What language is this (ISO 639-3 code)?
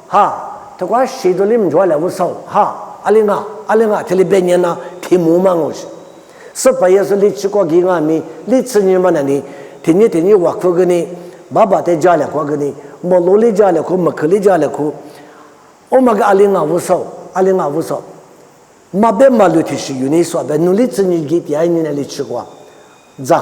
lis